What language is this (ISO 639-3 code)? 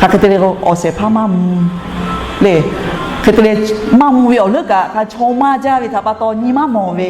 lhu